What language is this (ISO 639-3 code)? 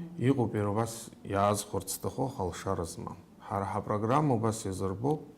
abk